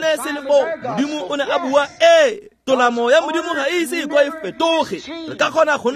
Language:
Tswana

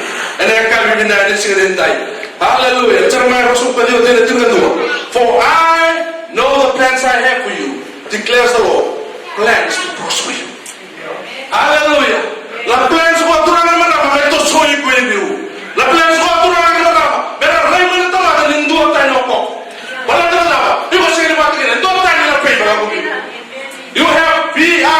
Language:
Fijian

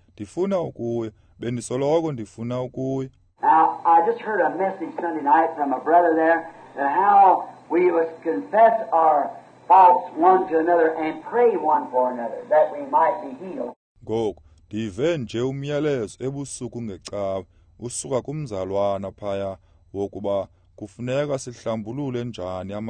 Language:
Xhosa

